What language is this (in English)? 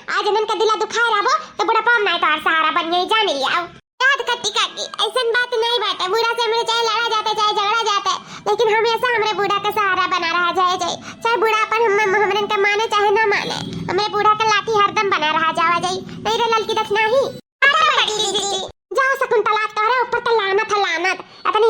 Awadhi